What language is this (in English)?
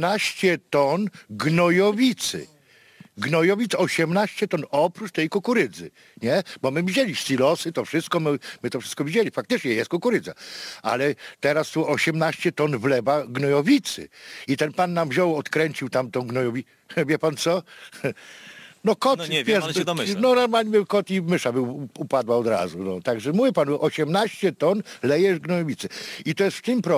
Polish